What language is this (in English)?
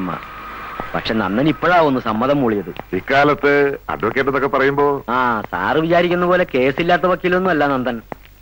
Malayalam